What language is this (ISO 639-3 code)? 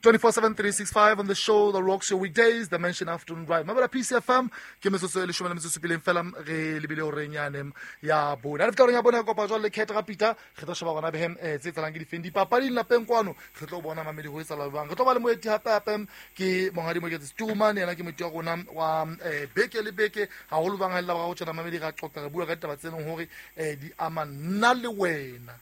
sot